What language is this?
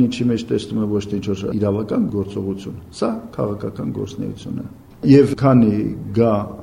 Armenian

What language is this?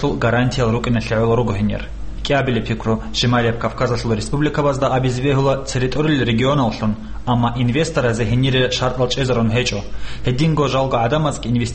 Avaric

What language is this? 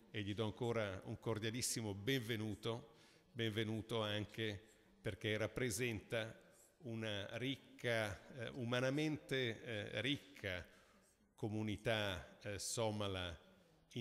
Italian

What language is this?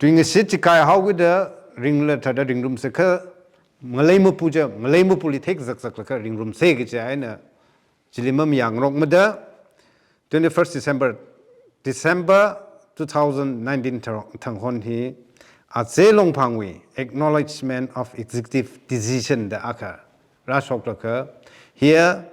Tangkhul Naga (India)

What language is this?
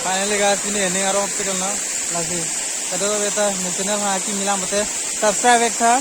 Karbi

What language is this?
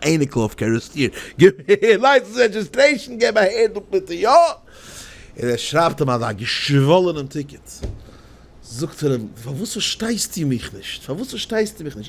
Yiddish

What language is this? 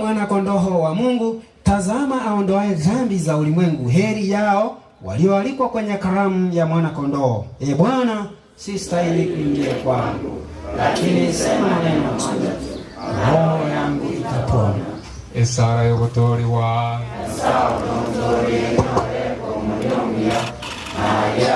Gusii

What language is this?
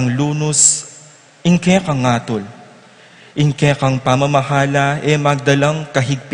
Pampanga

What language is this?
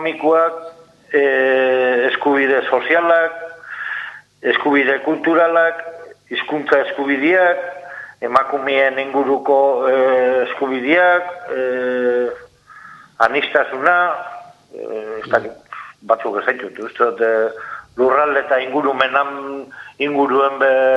Basque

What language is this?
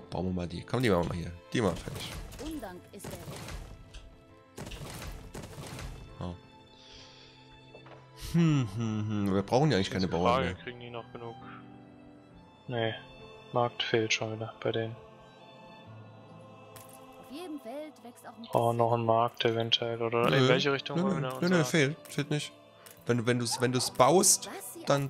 German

